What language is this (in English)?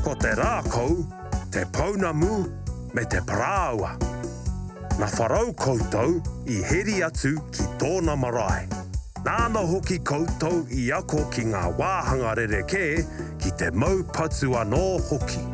Māori